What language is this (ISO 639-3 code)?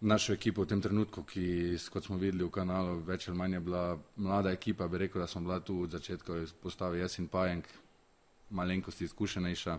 slv